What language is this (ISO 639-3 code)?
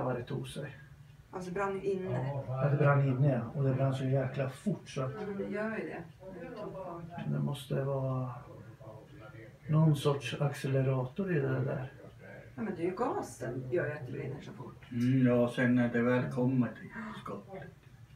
swe